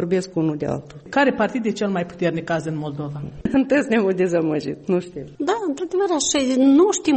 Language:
Romanian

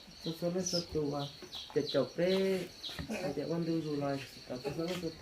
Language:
Hmong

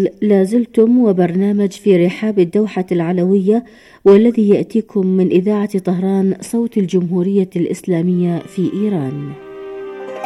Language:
Arabic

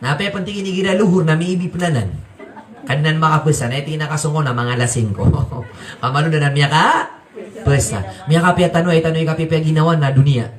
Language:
Maranao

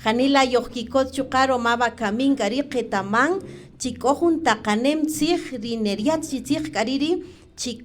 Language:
Kaqchikel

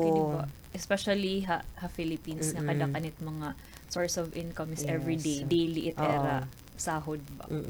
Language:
Waray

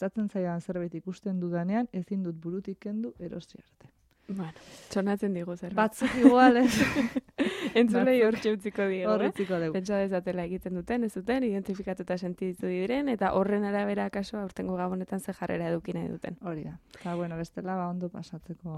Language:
Basque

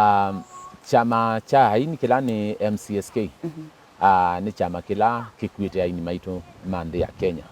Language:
Kamba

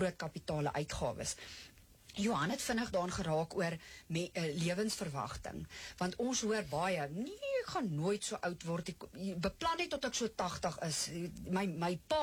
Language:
Afrikaans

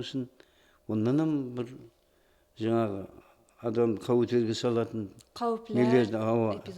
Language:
Kara-Kalpak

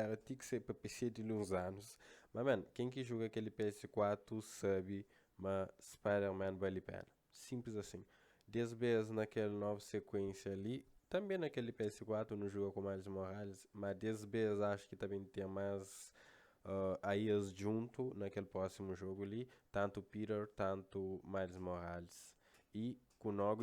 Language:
Kabuverdianu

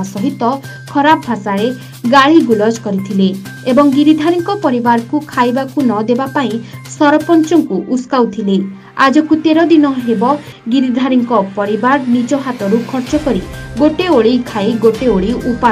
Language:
Odia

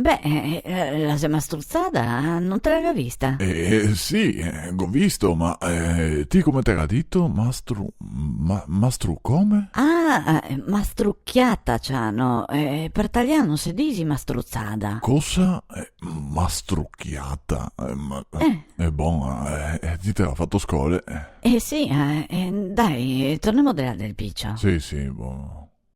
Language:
Venetian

